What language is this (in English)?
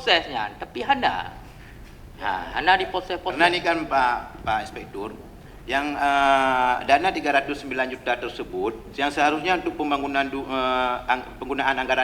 Achinese